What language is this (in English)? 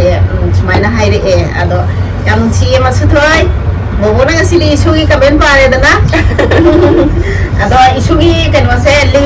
Manipuri